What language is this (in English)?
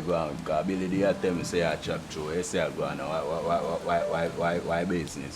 Jamaican Creole English